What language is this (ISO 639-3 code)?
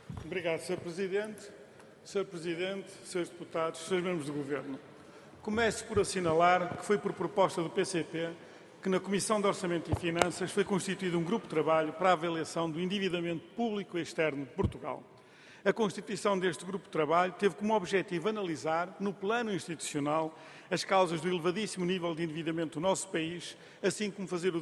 por